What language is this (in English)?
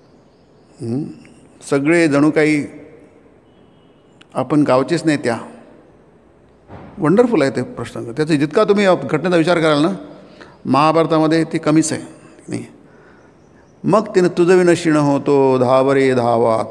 Marathi